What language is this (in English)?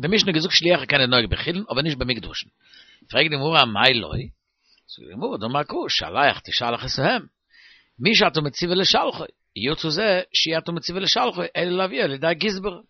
Yiddish